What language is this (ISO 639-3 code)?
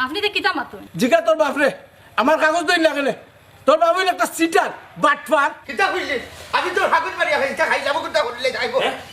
syl